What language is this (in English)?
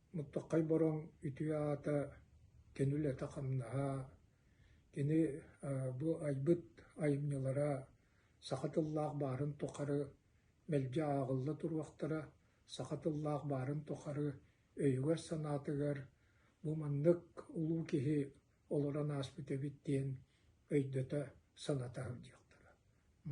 Yakut